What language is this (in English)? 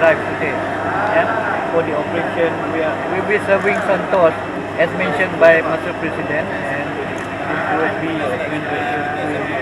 Tetum